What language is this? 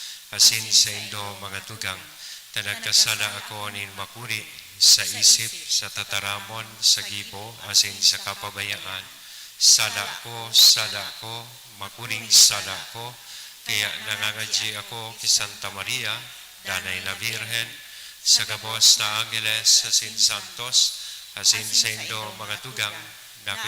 Bikol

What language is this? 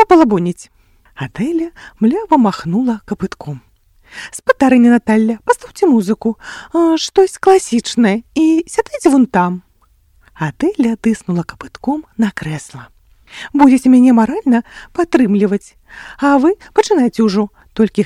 Belarusian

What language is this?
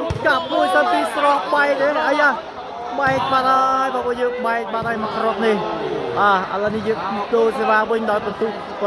Khmer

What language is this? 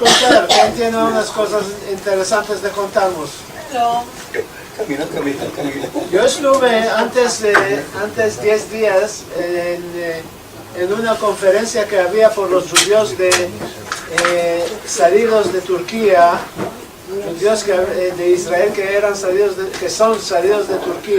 Ladino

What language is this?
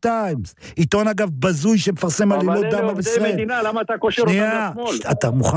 Hebrew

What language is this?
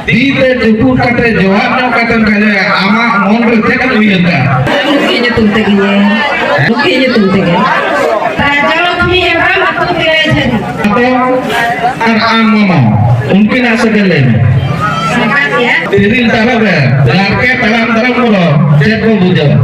Santali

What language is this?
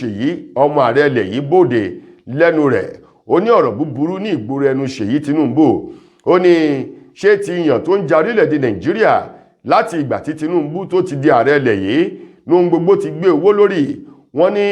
Yoruba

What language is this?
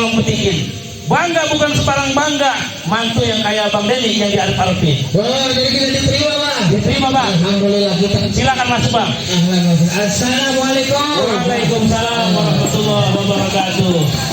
Betawi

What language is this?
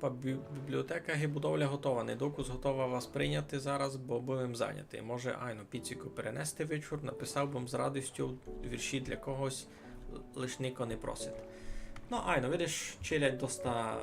Rusyn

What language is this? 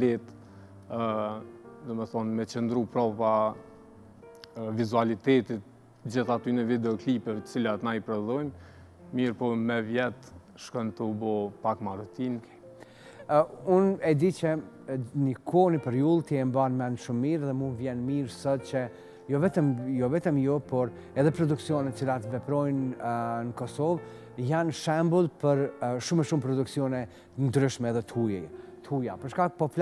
Albanian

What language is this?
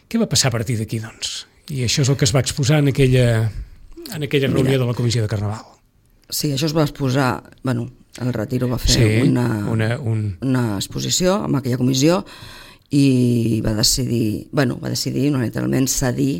Catalan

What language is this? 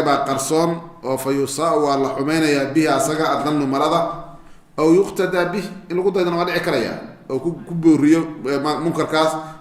Somali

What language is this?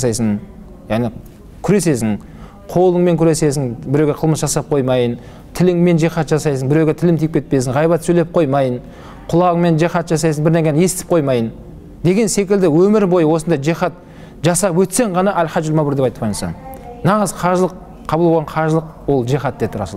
Kazakh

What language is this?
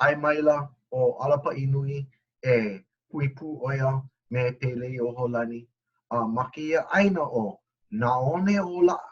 Hawaiian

